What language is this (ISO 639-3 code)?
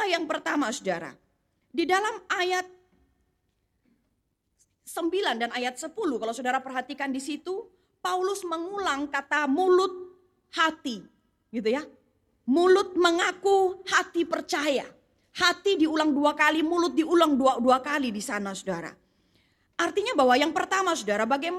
ind